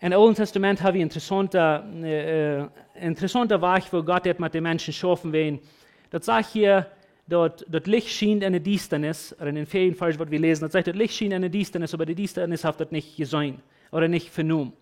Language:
Plautdietsch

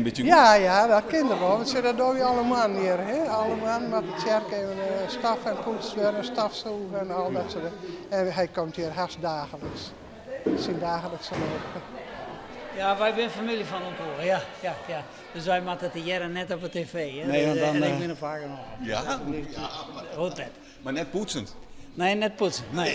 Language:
Western Frisian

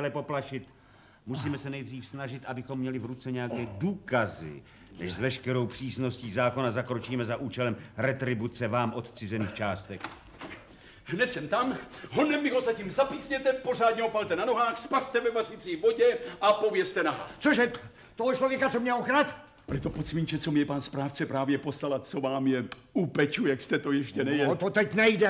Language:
Czech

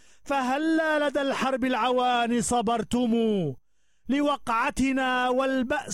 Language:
Arabic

